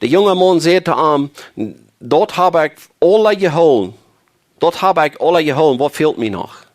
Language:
Plautdietsch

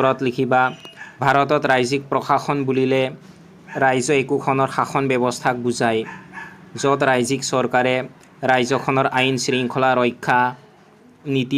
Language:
Assamese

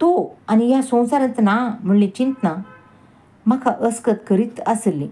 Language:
Konkani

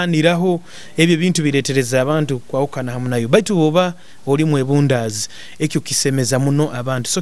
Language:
Nyoro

